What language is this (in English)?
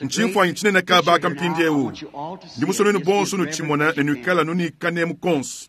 Luba-Lulua